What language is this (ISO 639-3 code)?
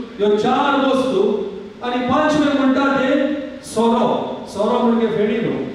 kok